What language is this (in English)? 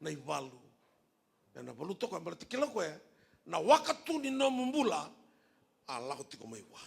Fijian